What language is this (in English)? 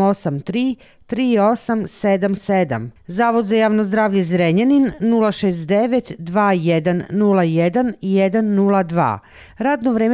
Serbian